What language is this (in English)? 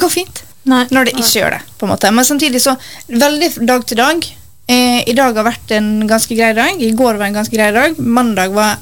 Norwegian